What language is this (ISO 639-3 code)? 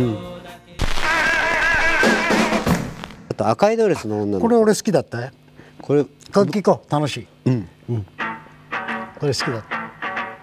jpn